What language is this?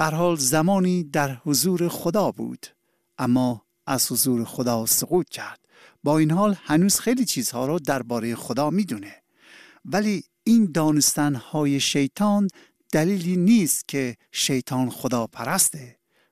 Persian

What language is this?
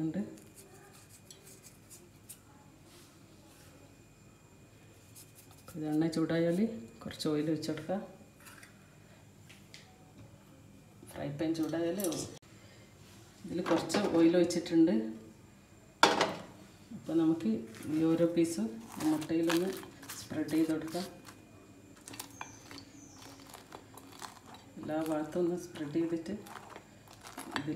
Malayalam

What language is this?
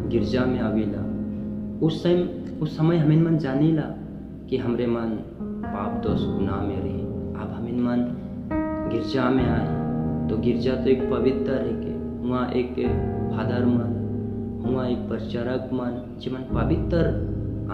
Sadri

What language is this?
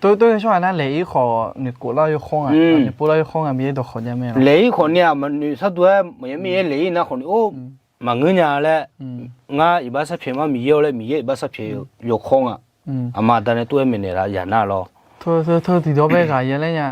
Akha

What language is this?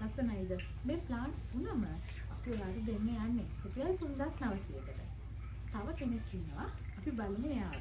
Sinhala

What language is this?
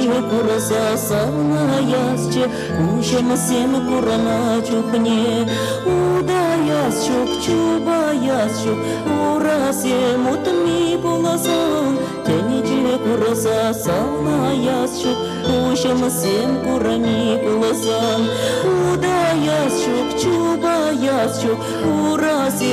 Chuvash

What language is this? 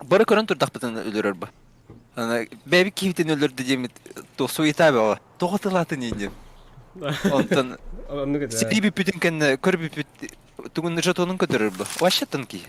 Yakut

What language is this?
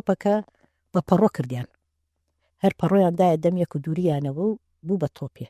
Central Kurdish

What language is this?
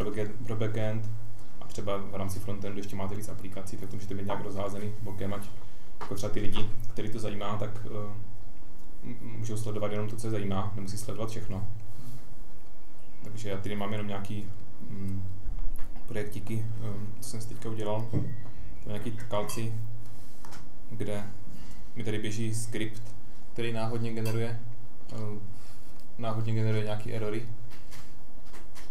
Czech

